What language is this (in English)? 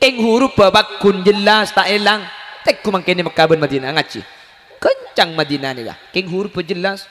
Madurese